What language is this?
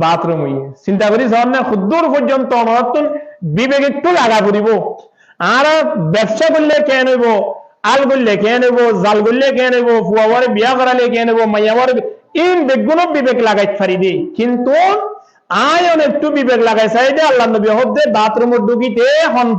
Rohingya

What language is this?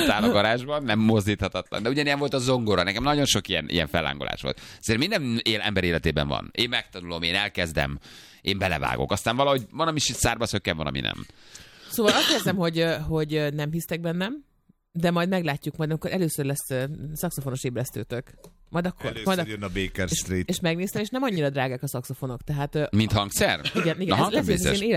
Hungarian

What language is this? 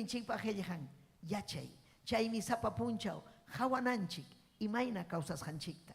Ayacucho Quechua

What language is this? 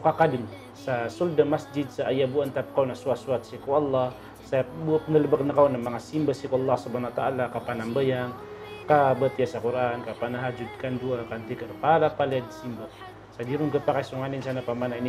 Maranao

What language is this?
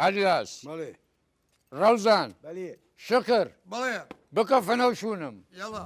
Southern Kurdish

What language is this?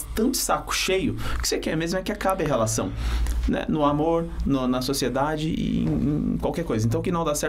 Portuguese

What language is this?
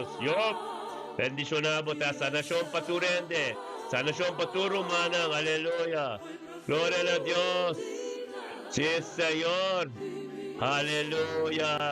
Papiamento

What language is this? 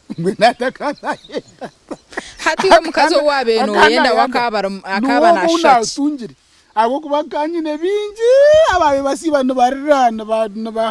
Nyankole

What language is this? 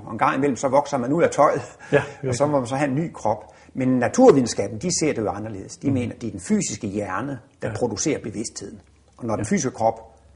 Danish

